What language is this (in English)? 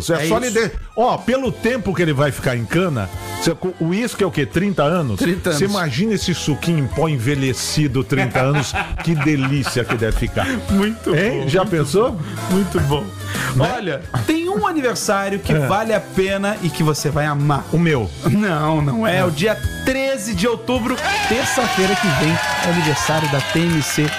Portuguese